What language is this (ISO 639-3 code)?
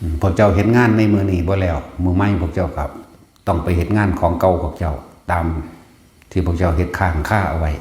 tts